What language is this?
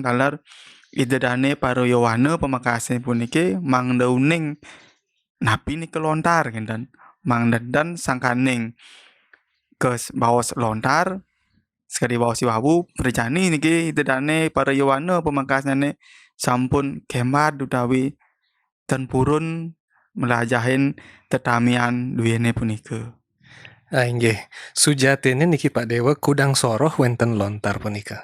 Balinese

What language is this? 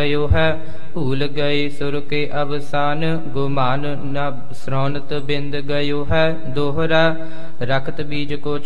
Punjabi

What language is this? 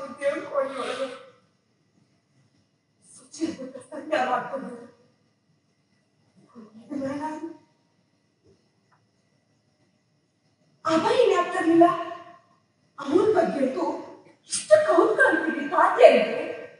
Kannada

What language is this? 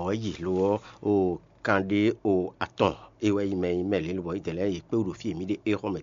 Fon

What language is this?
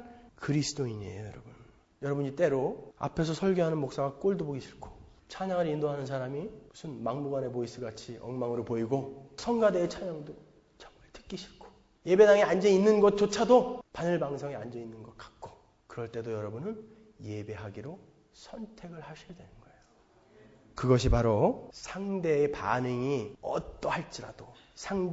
Korean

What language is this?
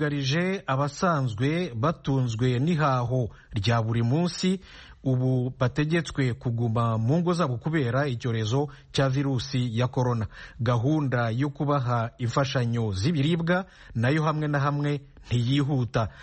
Kinyarwanda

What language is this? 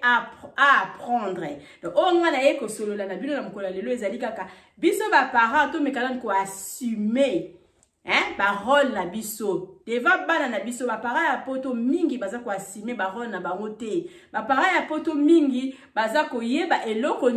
Lingala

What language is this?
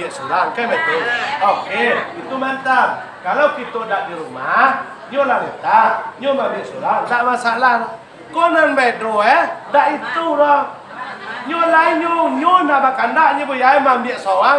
Minangkabau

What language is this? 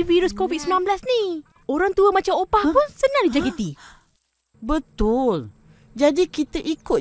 Malay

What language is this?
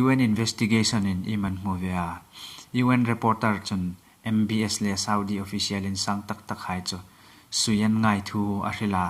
Hmar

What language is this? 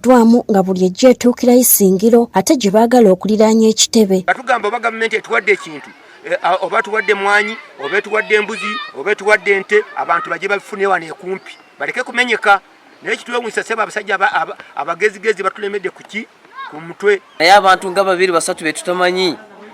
Ganda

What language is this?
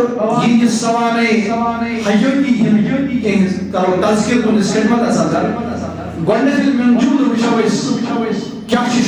Kashmiri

